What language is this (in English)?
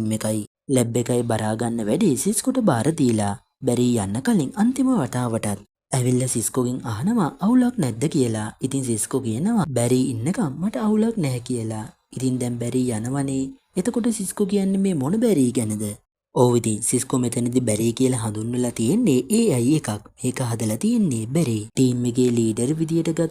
Sinhala